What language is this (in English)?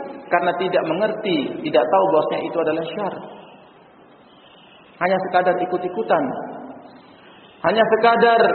Indonesian